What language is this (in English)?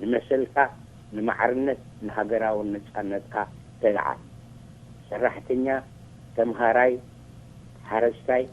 Tigrinya